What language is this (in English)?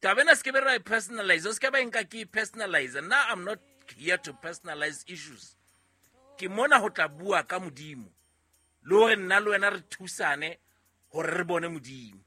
Southern Sotho